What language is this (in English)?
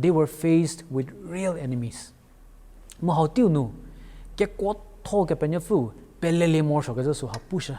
Angami Naga